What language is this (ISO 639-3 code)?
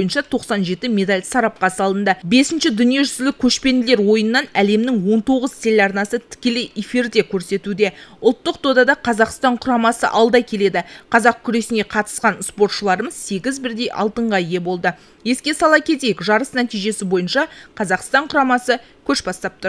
kaz